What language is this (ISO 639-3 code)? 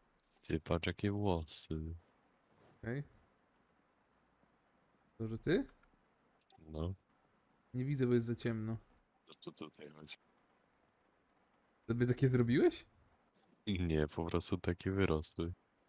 pol